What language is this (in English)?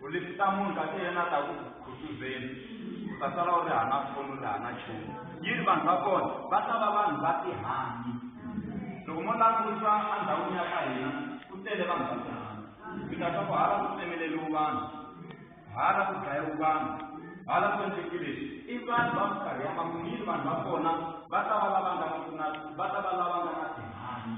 Tsonga